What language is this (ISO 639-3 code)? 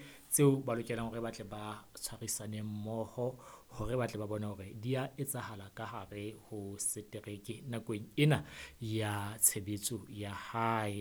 sot